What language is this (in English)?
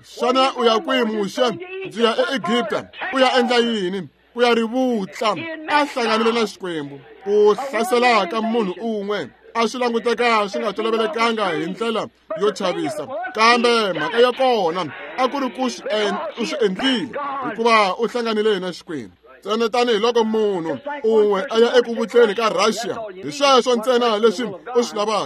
Tsonga